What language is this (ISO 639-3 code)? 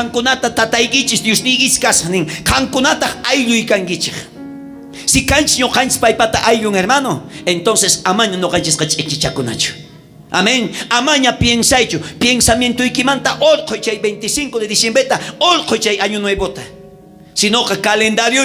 quh